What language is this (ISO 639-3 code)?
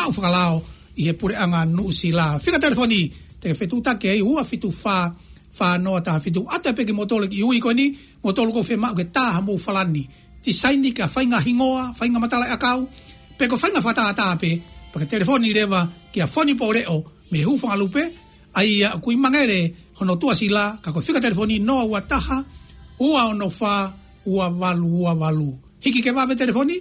ton